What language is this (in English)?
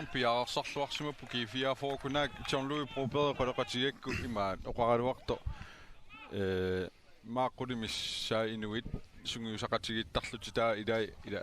Kalaallisut